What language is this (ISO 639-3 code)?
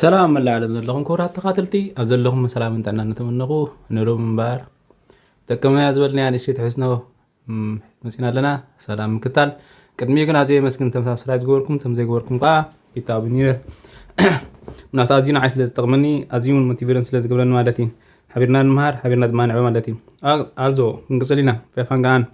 tir